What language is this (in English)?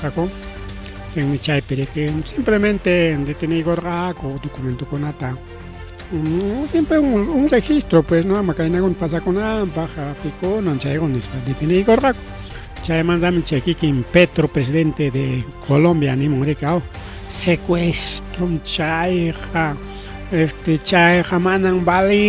Ayacucho Quechua